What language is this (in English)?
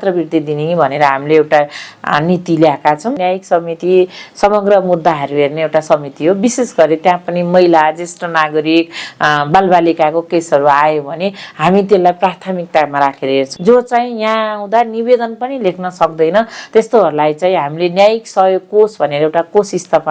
Nepali